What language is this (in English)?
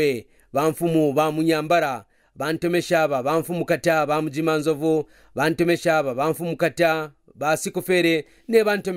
Kaonde